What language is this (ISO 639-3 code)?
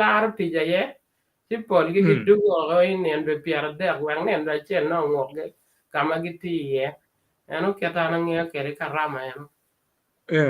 ach